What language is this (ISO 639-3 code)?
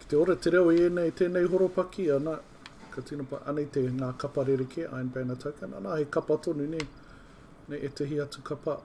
mri